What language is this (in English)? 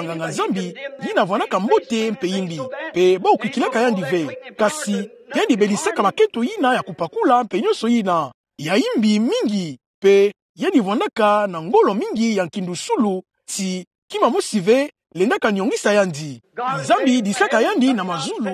Kituba (Democratic Republic of Congo)